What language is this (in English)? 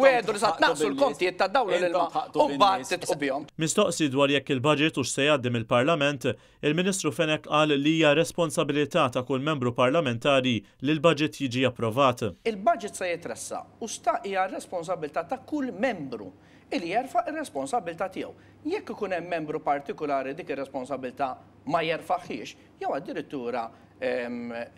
Maltese